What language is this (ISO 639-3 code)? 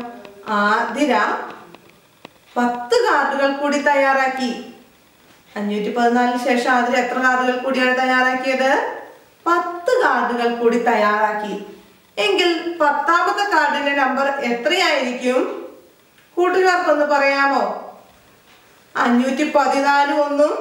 mal